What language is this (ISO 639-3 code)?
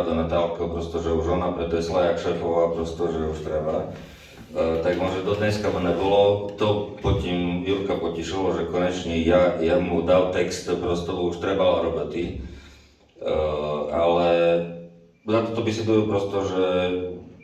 rue